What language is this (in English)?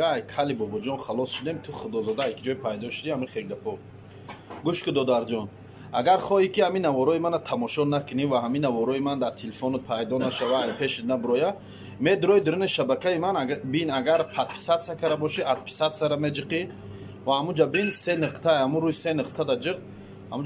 Tajik